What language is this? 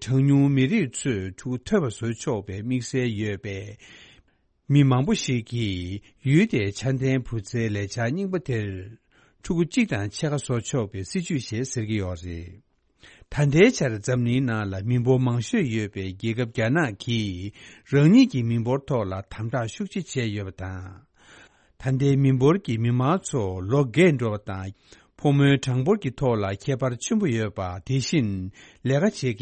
Tibetan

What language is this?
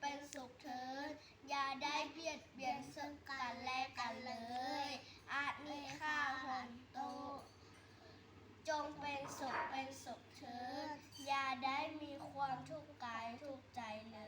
Lao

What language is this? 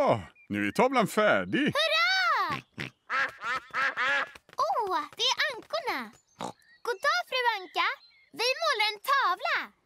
Swedish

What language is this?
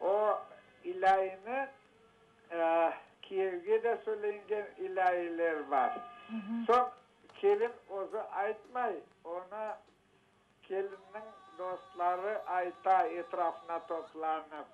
Crimean Tatar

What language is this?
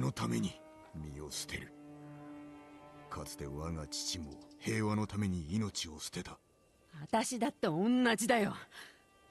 Japanese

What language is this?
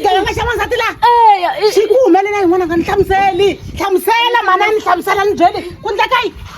Tsonga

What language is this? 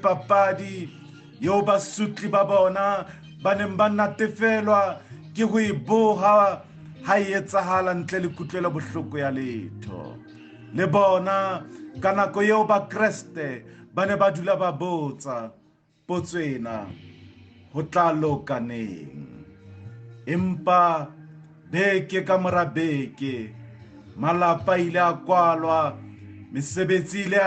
Southern Sotho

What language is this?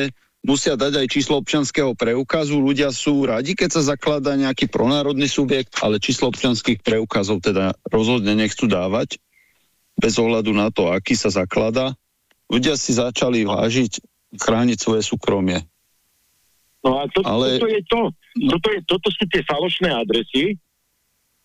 Slovak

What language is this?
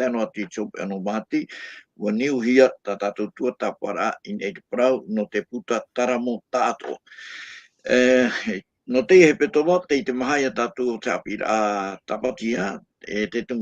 Tahitian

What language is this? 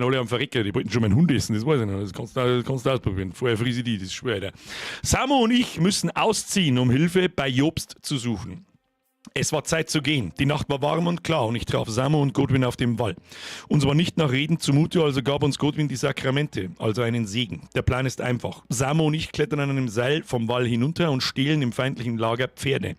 Bavarian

